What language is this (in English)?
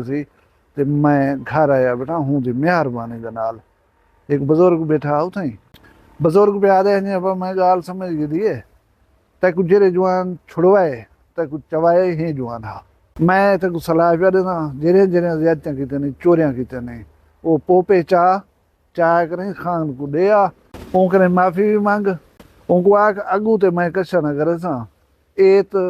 Saraiki